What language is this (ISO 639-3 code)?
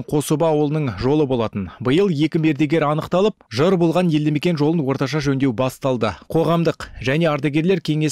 kaz